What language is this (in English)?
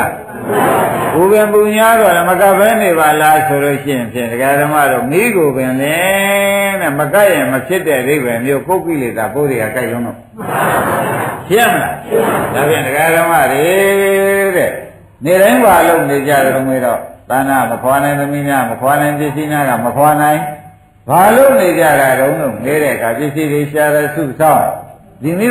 Burmese